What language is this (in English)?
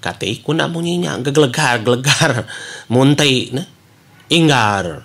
Iban